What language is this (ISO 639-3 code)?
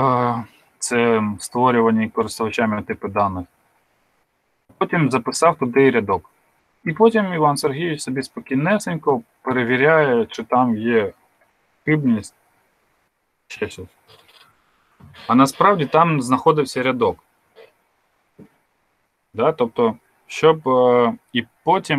ukr